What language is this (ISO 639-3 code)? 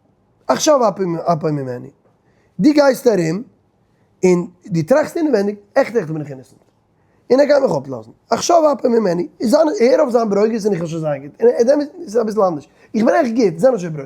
yid